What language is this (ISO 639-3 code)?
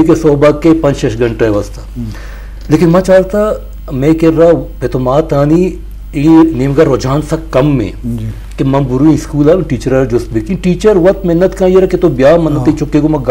bgp